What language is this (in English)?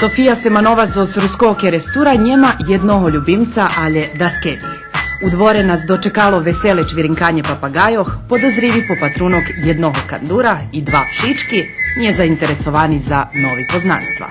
Rusyn